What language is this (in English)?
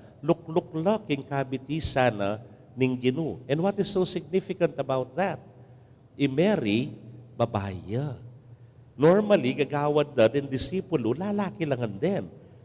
Pampanga